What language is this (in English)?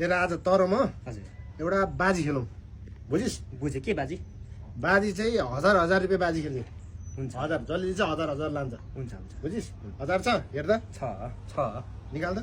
Nepali